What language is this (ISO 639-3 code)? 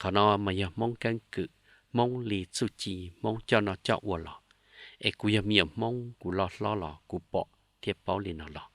hmn